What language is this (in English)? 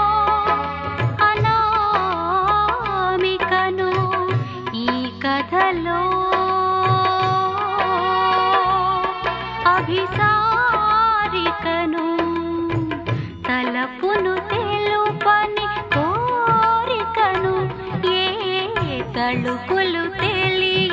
Telugu